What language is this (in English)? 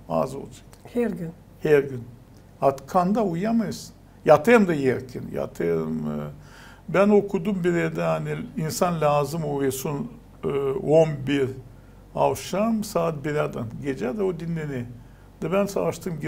Gagauz